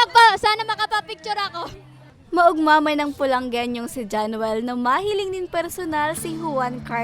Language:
Bikol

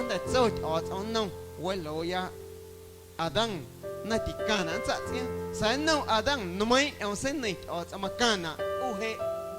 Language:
Guerrero Amuzgo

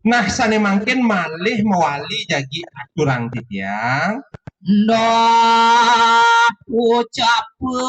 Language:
Balinese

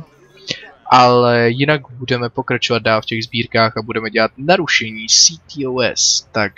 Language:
Czech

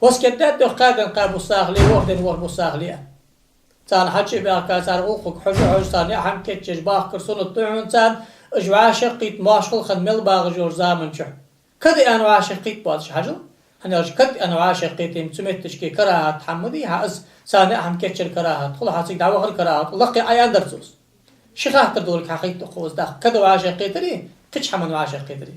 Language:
Ingush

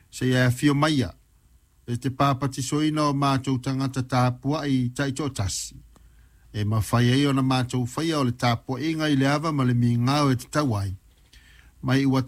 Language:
Samoan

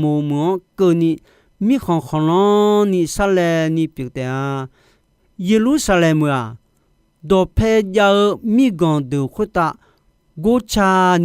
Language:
Akha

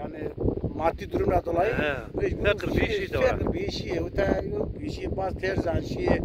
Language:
Zaza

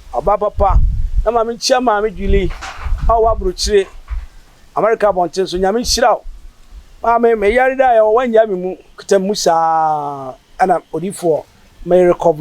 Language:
Akan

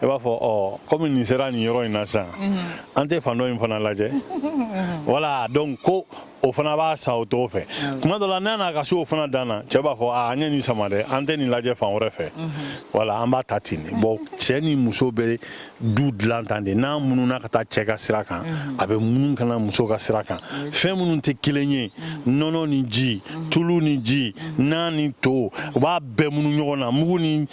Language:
Bambara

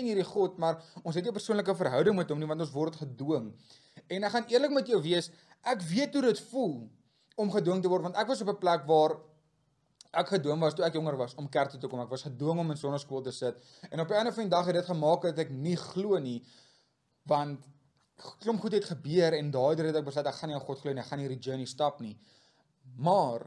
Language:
Afrikaans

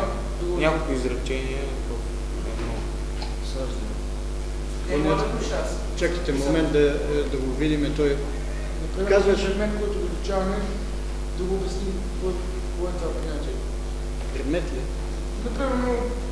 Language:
Bulgarian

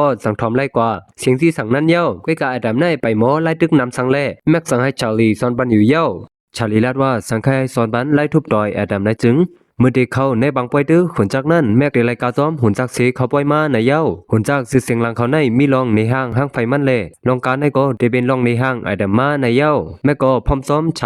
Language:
Shan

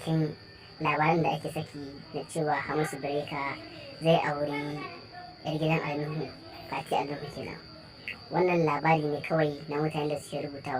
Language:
Hausa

